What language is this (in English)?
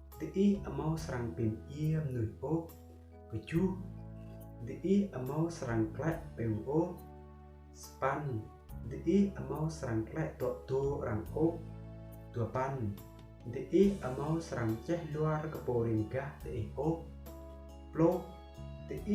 Rade